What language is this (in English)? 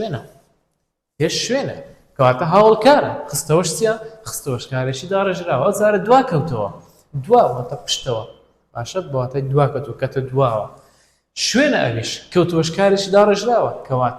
Central Kurdish